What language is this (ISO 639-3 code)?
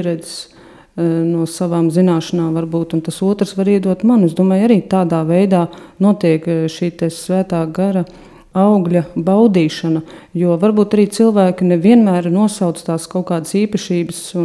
lav